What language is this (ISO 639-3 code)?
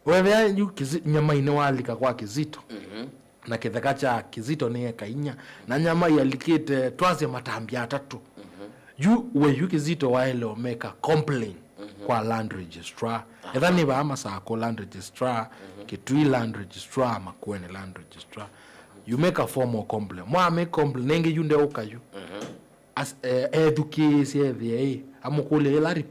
kam